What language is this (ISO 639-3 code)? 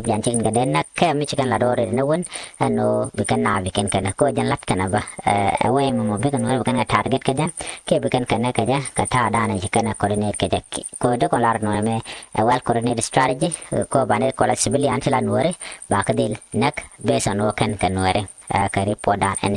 nus